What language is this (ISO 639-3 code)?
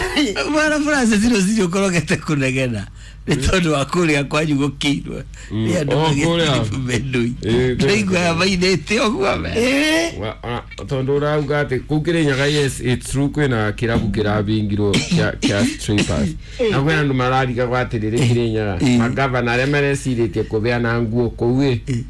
kik